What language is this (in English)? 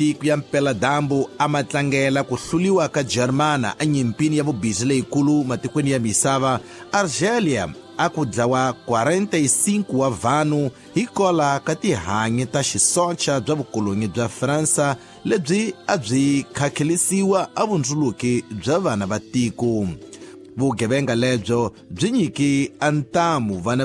Tsonga